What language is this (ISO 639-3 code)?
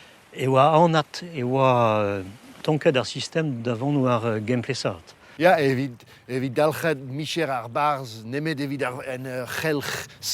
bre